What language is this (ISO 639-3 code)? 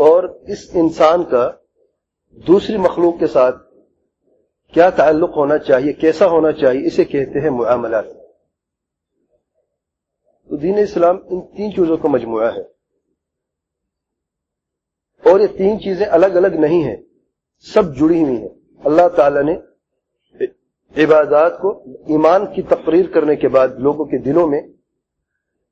urd